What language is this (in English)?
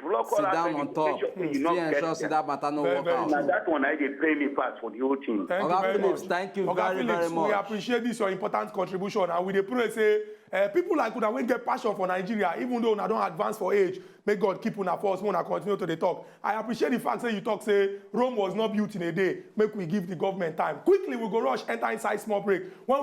Nigerian Pidgin